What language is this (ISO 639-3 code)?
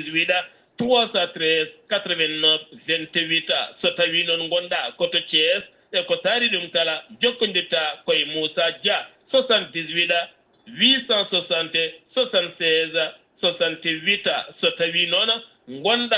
ful